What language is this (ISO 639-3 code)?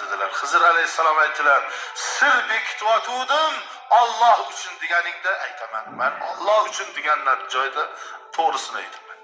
uzb